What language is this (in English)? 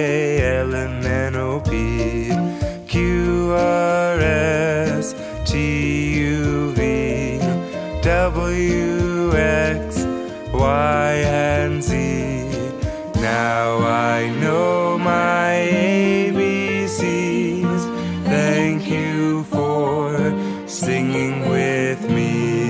English